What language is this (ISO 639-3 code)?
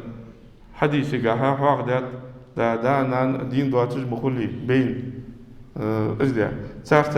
inh